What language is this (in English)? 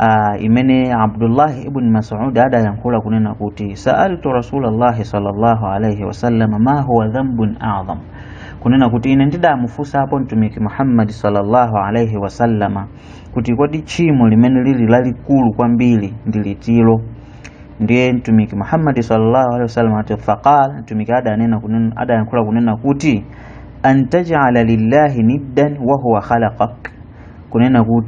Nyanja